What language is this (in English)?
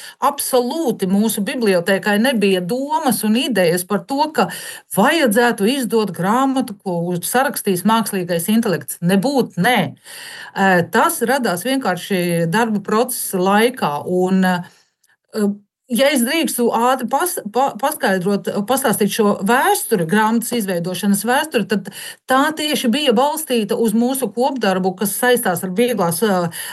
Latvian